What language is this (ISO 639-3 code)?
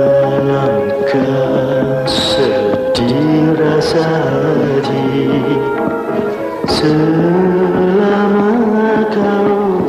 msa